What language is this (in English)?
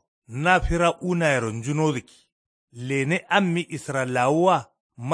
Kanuri